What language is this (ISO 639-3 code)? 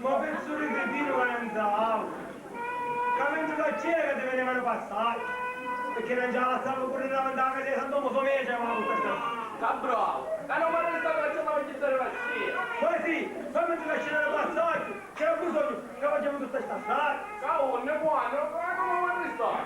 scn